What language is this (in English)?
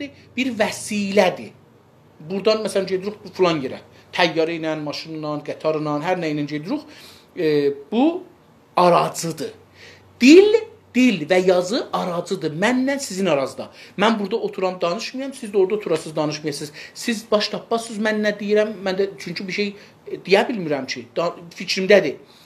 South Azerbaijani